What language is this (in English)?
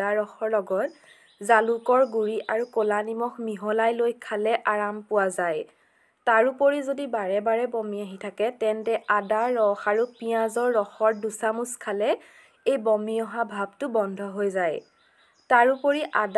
Assamese